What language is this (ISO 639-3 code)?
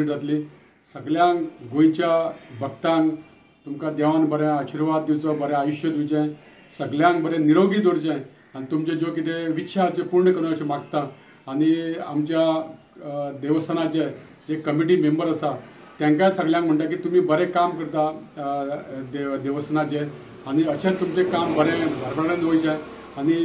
kok